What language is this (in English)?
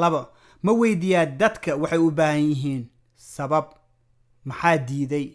Somali